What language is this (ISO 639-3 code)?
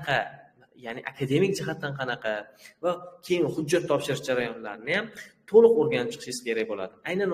uzb